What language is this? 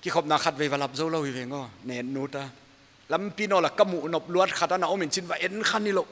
Paite Chin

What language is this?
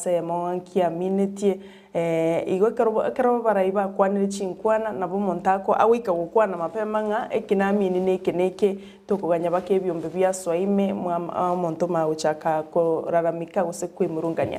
Gusii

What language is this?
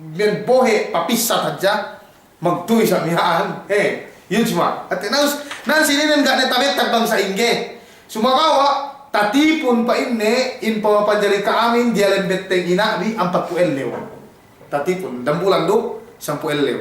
Yakan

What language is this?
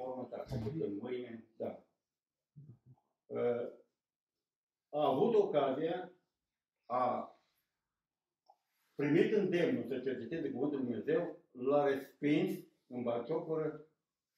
Romanian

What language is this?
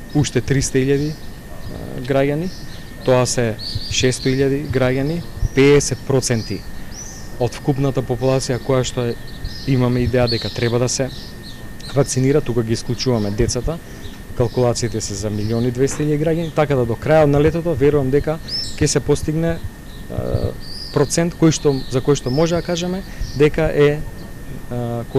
Macedonian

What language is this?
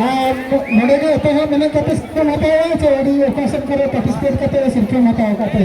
Santali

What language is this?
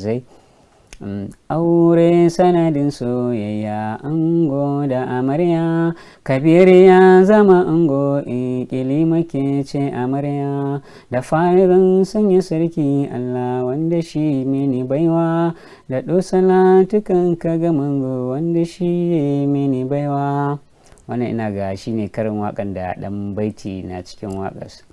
Hausa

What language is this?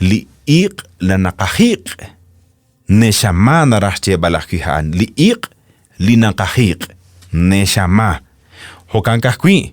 Kekchí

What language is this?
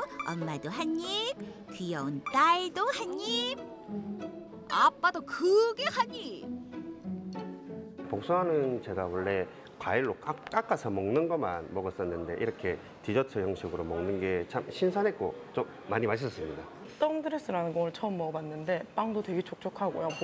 Korean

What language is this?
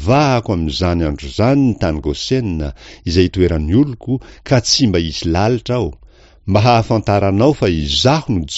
Malagasy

